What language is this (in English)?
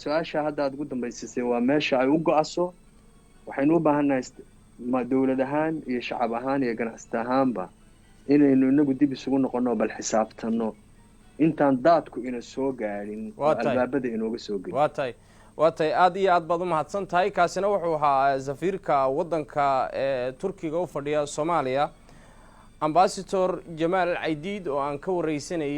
Somali